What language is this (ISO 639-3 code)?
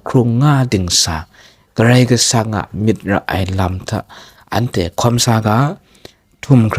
kac